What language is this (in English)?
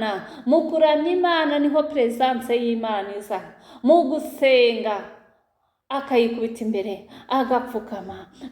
Kinyarwanda